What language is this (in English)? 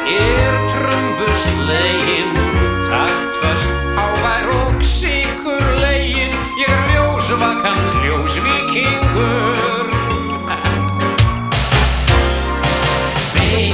Icelandic